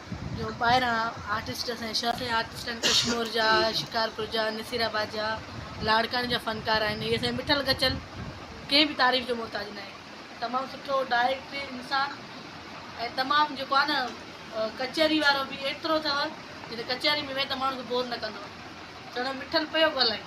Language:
Sindhi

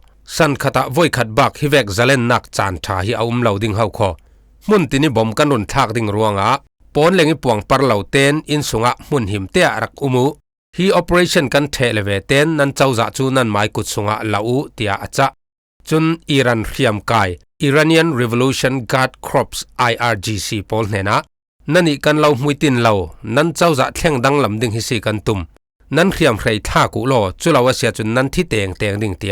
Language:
Falam Chin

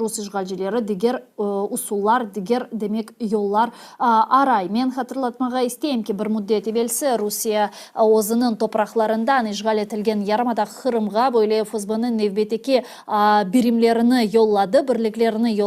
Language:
Crimean Tatar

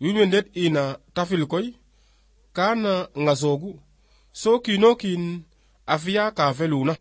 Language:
Serer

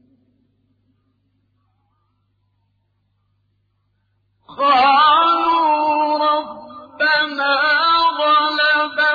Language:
Arabic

